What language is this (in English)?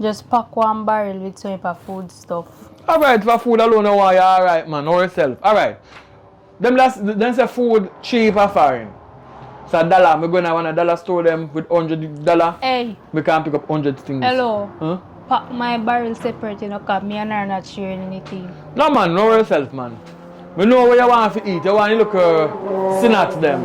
Jamaican Creole English